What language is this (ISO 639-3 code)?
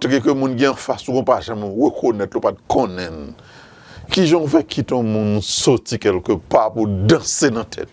hat